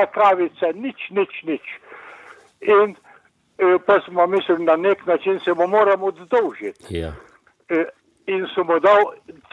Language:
Slovenian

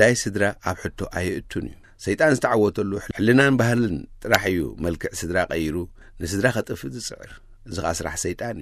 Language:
Tigrinya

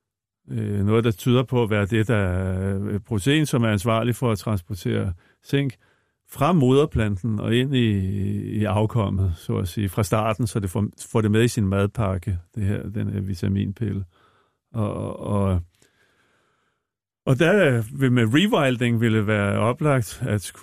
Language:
Danish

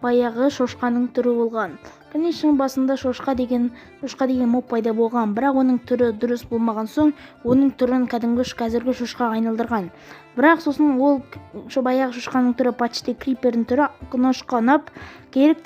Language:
Kazakh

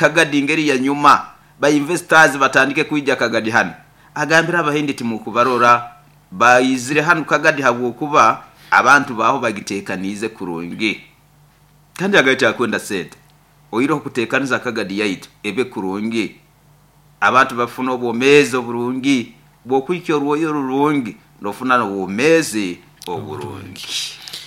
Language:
Nyoro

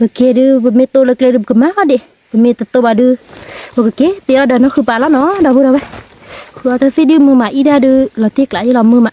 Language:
S'gaw Karen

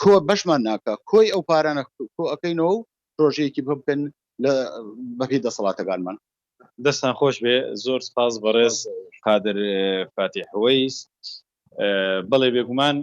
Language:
Central Kurdish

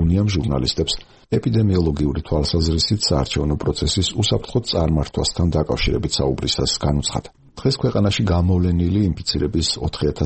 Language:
Georgian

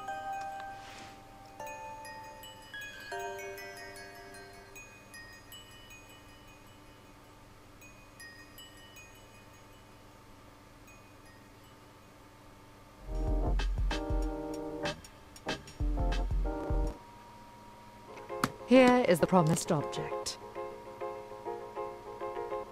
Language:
Polish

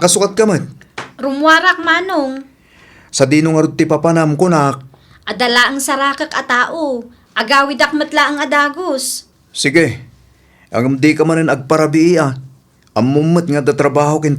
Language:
Iloko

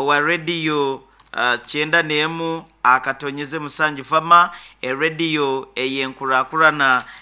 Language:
Nyankole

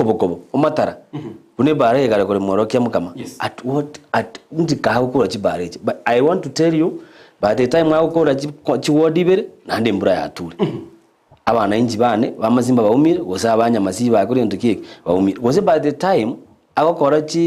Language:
Gusii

